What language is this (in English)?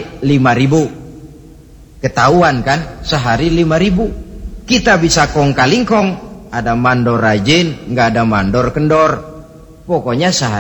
Indonesian